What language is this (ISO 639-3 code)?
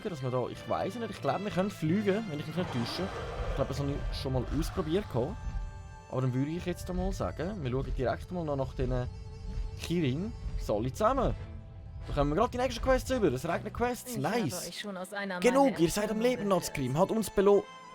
gsw